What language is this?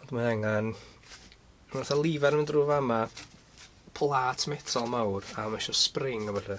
Welsh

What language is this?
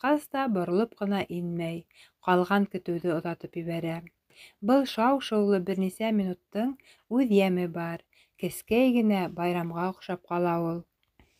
Bashkir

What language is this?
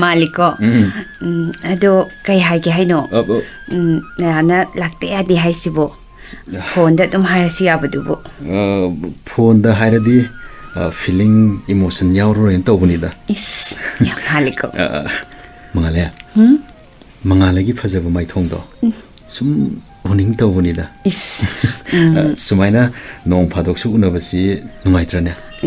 Manipuri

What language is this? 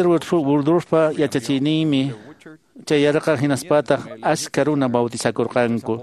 Quechua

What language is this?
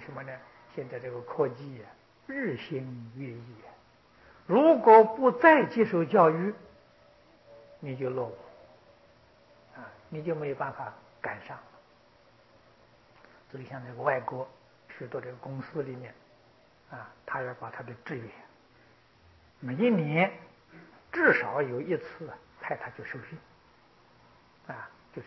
Chinese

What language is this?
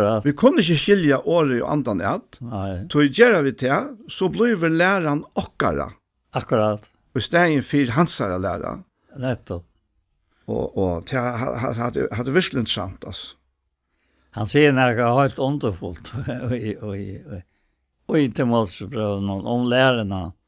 Faroese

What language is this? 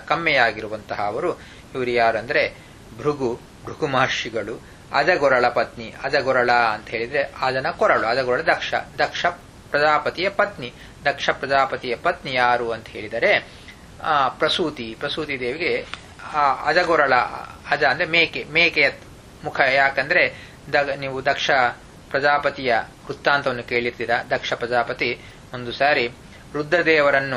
Kannada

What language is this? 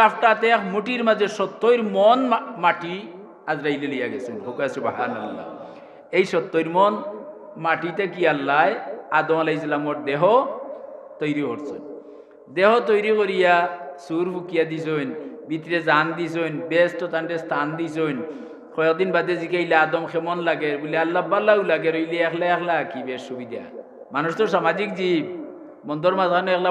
Sylheti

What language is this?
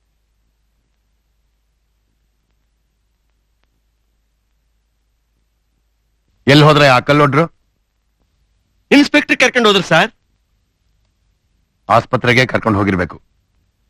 Kannada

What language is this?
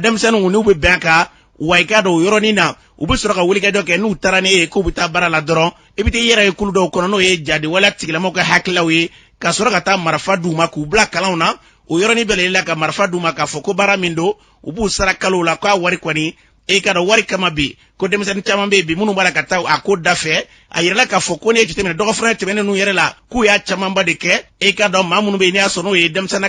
Bambara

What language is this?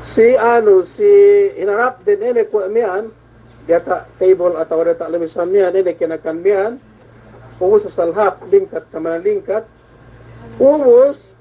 Yakan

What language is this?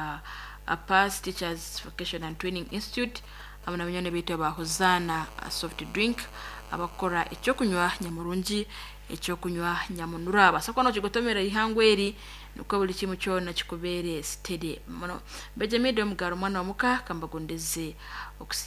Nyoro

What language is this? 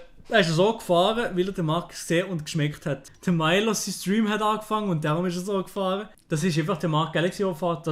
Swiss German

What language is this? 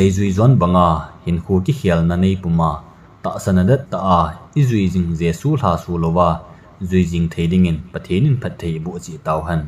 Thado Chin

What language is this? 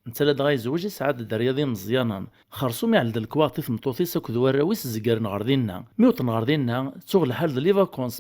Kabyle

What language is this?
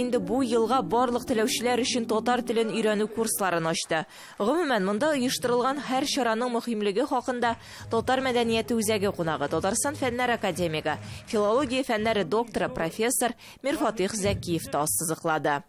Tatar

